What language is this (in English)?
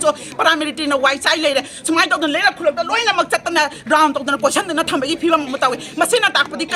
Manipuri